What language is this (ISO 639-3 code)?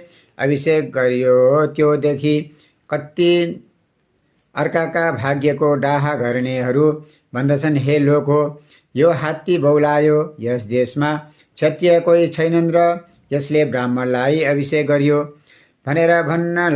nep